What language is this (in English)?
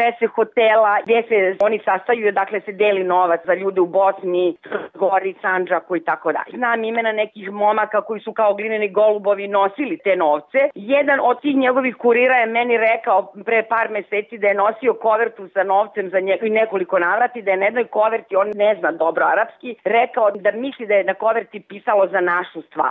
Serbian